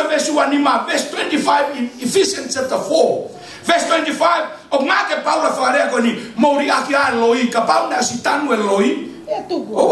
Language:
Tongan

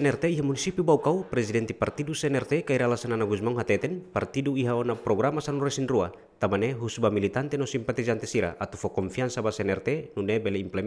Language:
Tetum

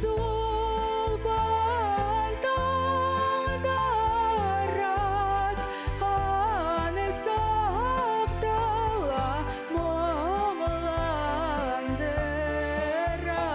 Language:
Bashkir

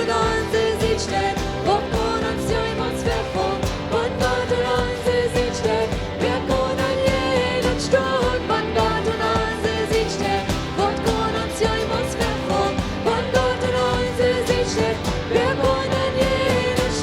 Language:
Plautdietsch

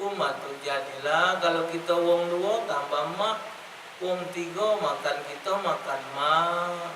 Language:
Musi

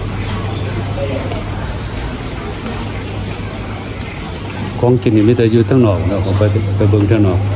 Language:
Lao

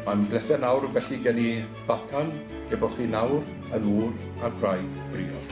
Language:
Welsh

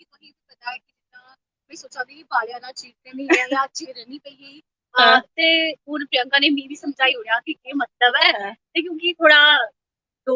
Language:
Dogri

